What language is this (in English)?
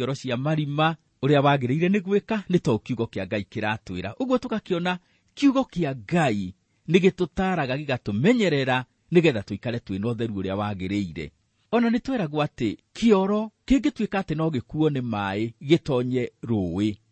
Kikuyu